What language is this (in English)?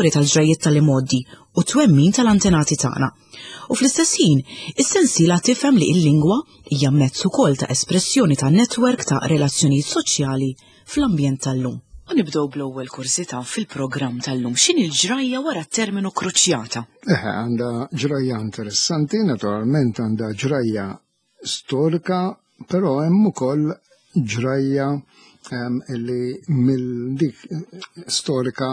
Maltese